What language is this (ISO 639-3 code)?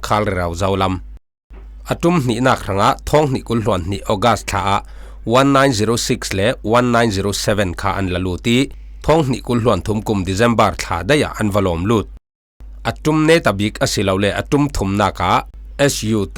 cfm